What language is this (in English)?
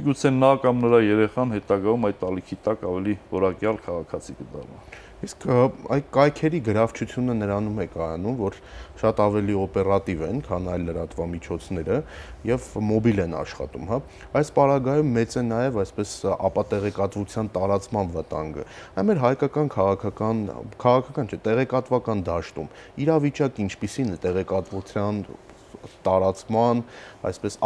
Armenian